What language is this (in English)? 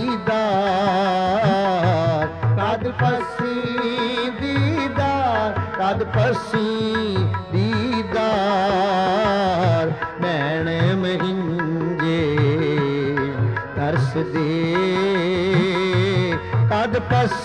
Punjabi